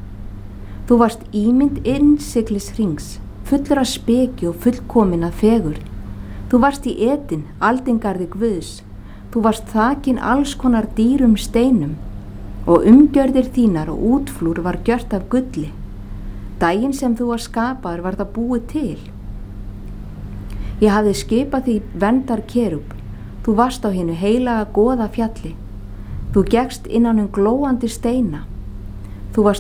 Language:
Icelandic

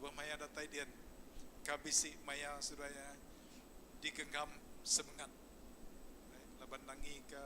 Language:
Iban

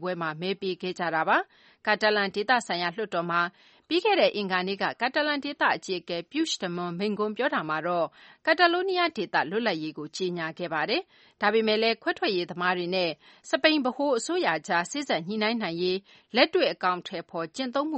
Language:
Burmese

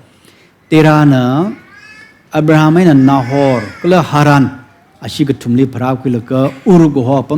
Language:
Tangkhul Naga (India)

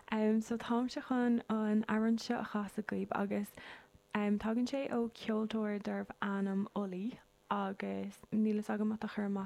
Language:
Irish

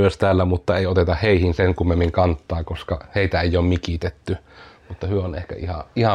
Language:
Finnish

